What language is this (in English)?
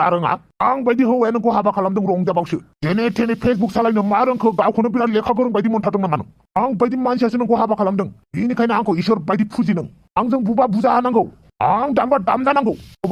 Bodo